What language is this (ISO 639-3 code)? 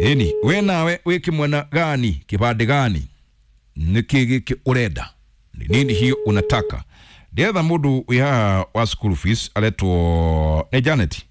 kik